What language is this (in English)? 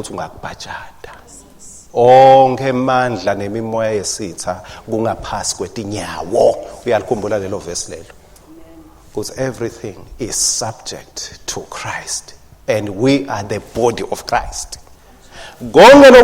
Swati